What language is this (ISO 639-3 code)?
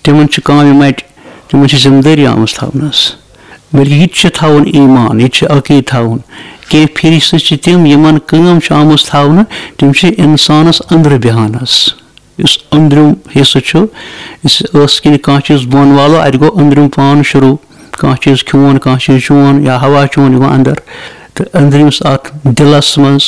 kas